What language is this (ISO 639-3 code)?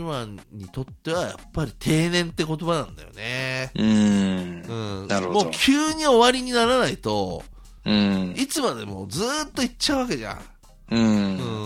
jpn